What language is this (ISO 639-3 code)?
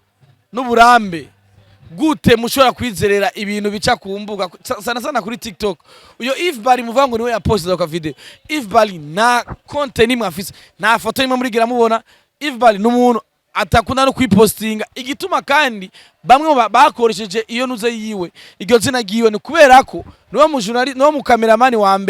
run